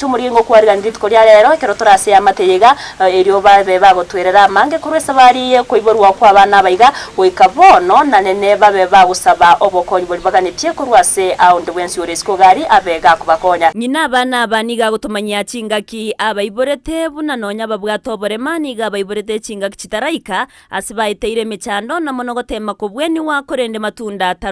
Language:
Gusii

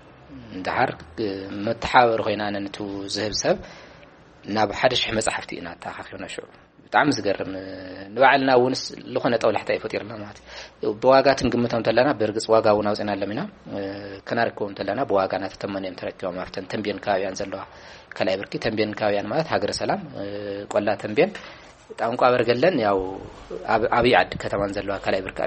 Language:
Tigrinya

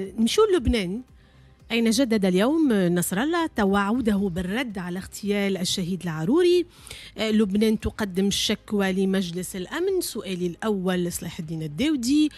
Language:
Tunisian Arabic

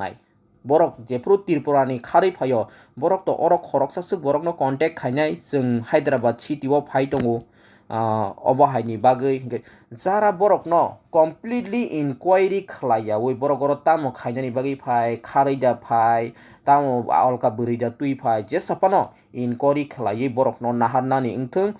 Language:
Kok Borok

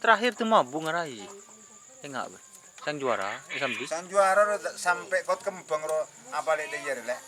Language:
Madurese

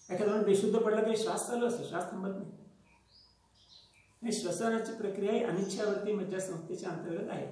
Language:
Marathi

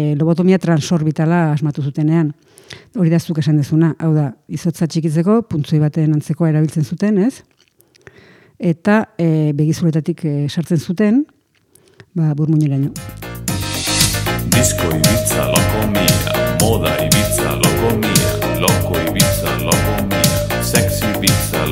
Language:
Basque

